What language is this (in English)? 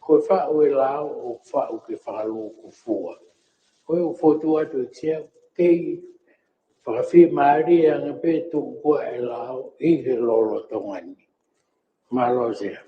Tongan